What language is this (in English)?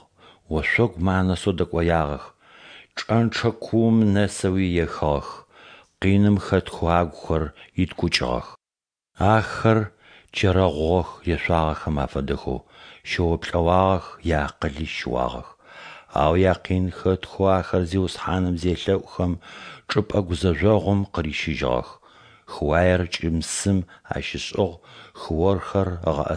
Adyghe